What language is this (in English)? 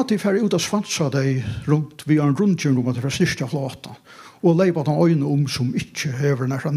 Faroese